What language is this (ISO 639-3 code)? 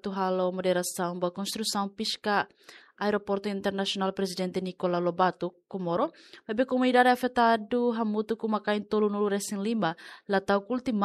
tet